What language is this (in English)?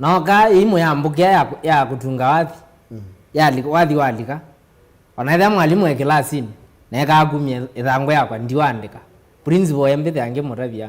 Kamba